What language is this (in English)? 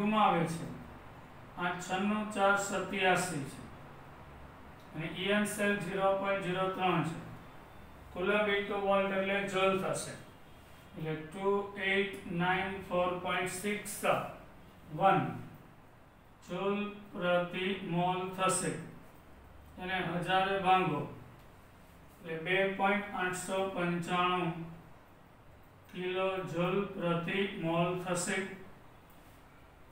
Gujarati